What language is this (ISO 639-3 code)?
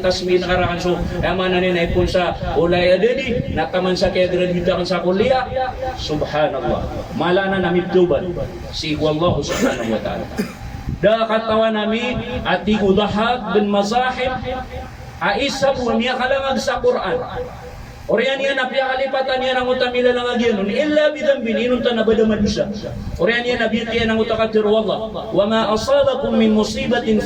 mrw